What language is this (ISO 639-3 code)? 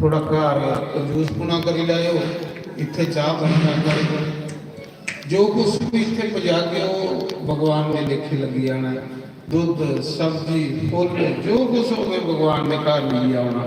doi